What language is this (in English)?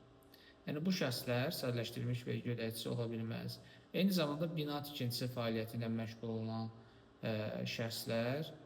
Azerbaijani